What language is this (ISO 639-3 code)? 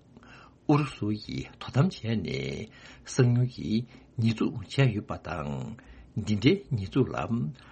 bod